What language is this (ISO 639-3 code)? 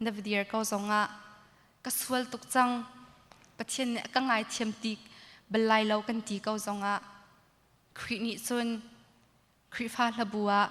cnh